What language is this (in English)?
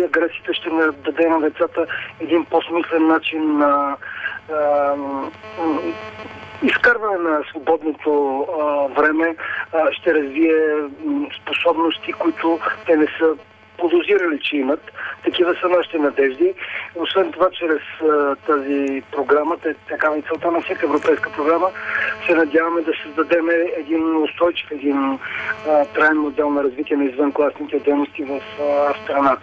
Bulgarian